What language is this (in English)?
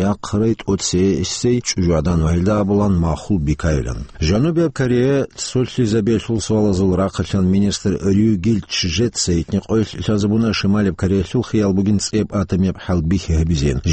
Avaric